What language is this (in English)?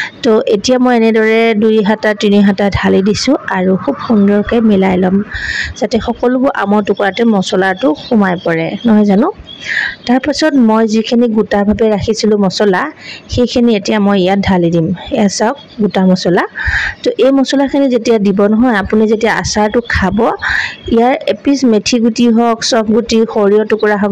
Assamese